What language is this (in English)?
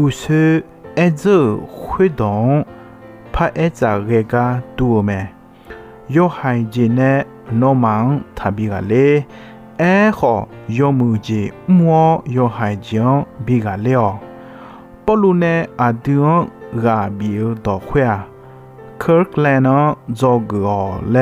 Akha